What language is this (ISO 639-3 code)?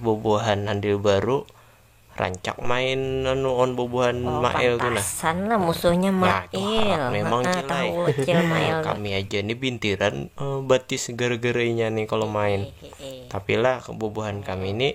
bjn